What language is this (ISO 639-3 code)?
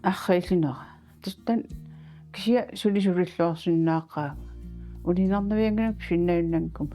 kal